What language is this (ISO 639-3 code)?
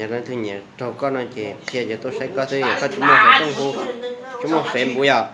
hmn